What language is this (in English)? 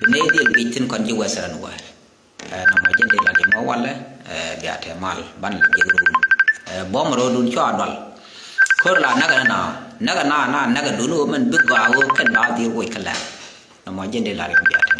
Nuer